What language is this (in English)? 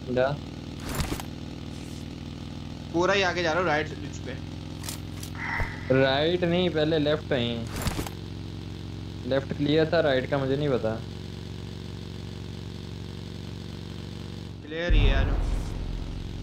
Hindi